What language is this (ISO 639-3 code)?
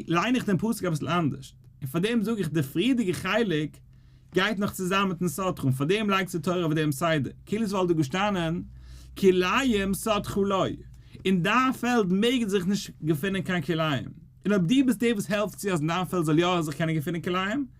yid